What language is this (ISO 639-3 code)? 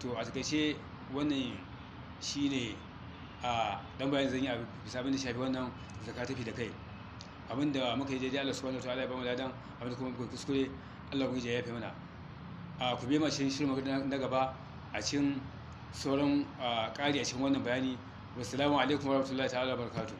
hau